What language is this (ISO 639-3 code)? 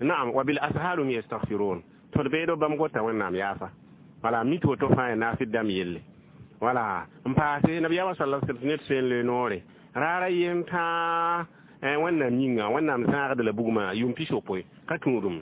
mos